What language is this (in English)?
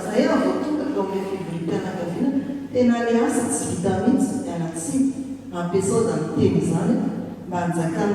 Malagasy